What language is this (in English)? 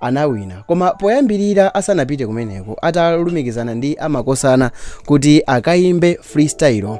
Nyanja